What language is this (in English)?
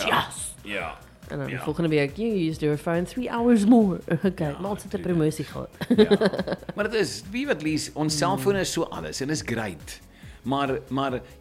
Afrikaans